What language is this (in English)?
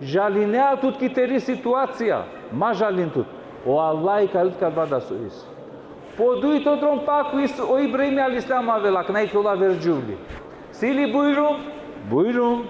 Balkan Romani